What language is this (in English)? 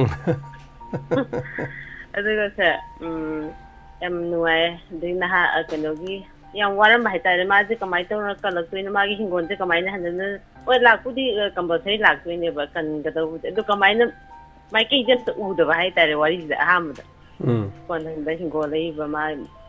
Manipuri